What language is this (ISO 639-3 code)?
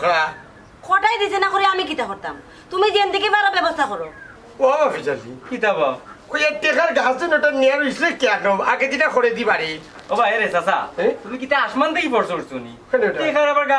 syl